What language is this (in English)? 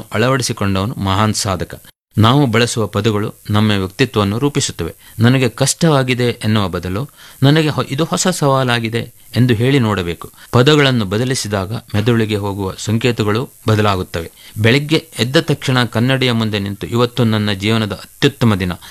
Kannada